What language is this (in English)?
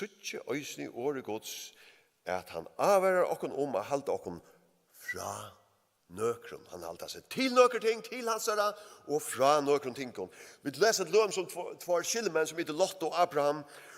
Faroese